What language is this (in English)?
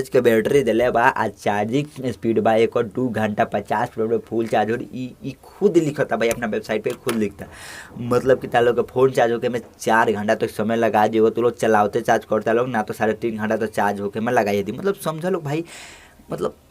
Bhojpuri